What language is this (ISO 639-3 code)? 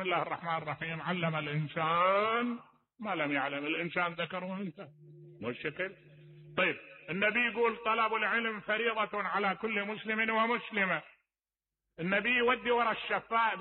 acm